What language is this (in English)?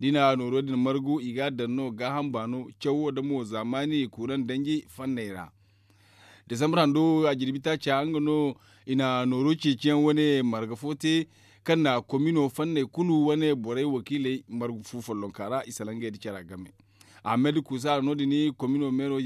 Zarma